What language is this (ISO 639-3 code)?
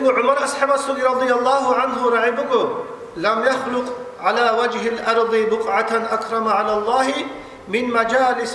ava